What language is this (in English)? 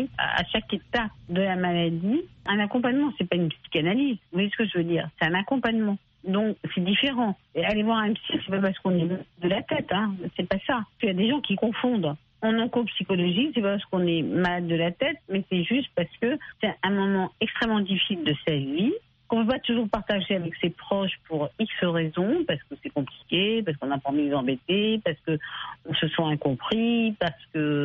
French